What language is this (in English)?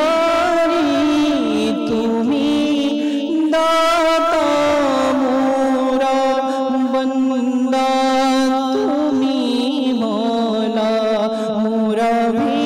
Bangla